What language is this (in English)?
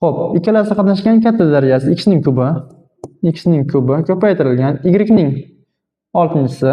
Uzbek